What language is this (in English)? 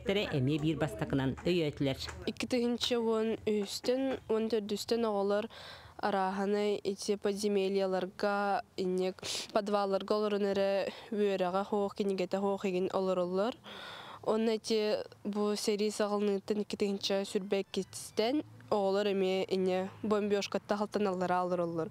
Yakut